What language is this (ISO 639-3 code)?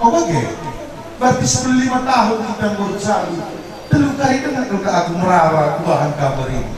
btx